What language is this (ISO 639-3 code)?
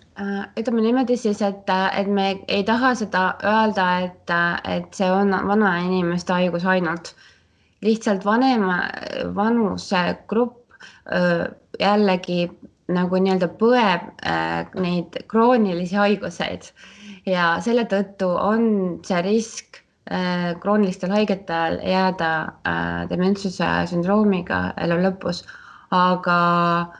est